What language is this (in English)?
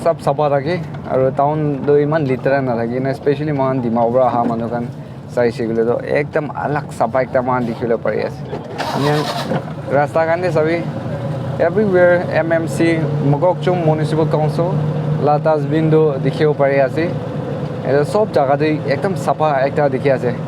Naga Pidgin